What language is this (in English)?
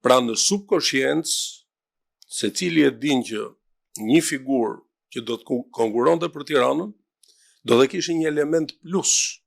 Albanian